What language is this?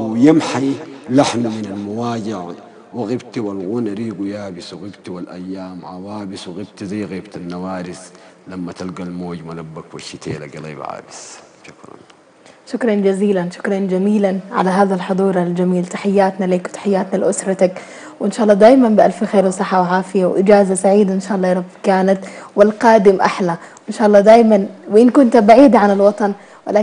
Sudanese Arabic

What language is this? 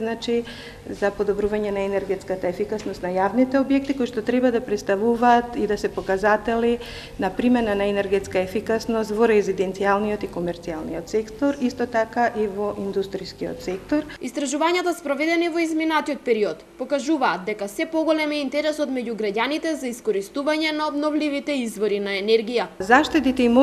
Macedonian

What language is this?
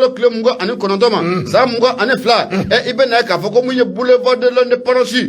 Bambara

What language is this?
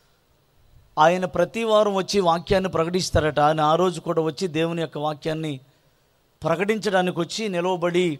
Telugu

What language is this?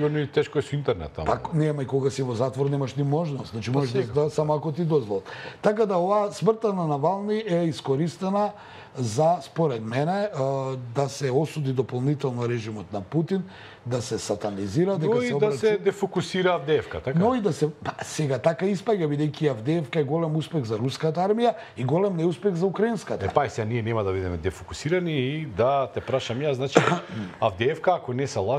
Macedonian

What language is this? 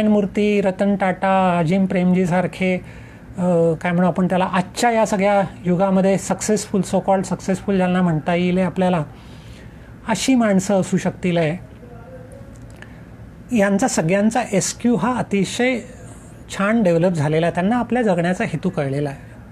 Marathi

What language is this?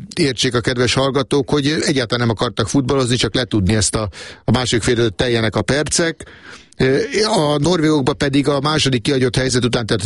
Hungarian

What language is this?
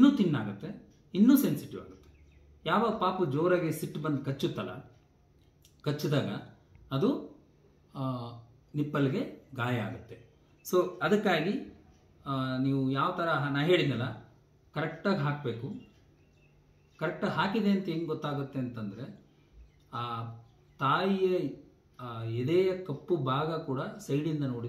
Kannada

